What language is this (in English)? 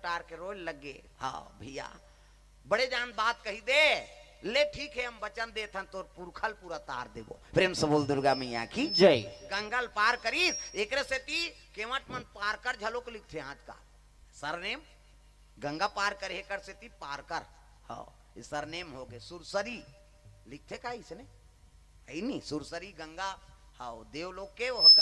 Chhattisgarhi